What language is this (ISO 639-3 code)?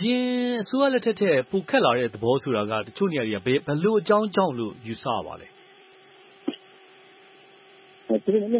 mya